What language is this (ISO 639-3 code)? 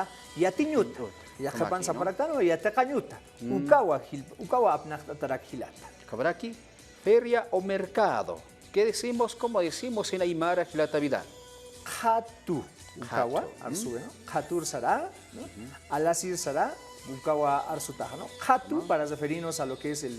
aym